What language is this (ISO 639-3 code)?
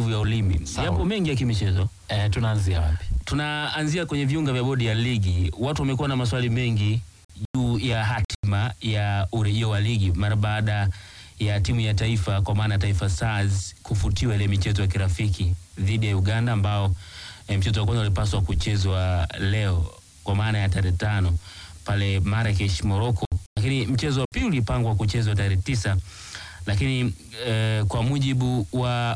swa